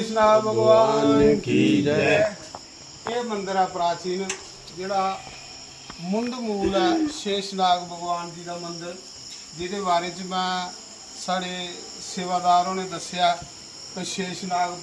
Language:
Dogri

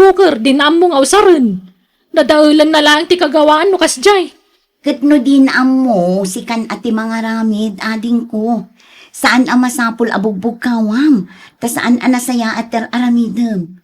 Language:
Iloko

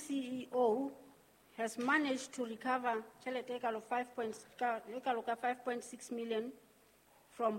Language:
Southern Sotho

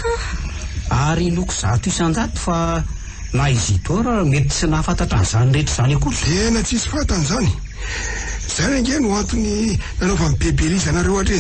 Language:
Malagasy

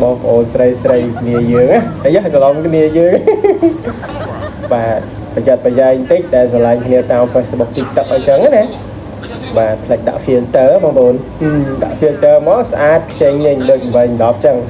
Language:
Khmer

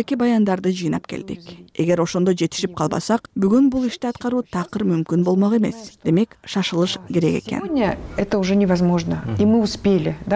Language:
Kyrgyz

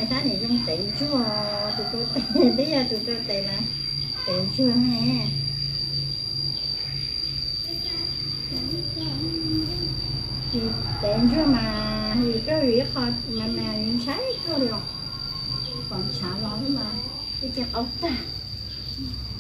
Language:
Vietnamese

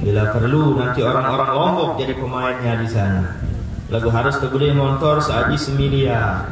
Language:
Sasak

